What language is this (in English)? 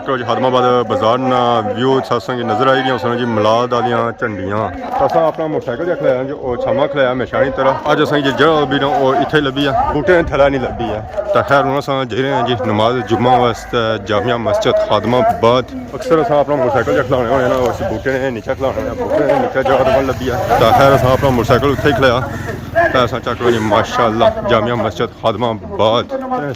Pahari-Potwari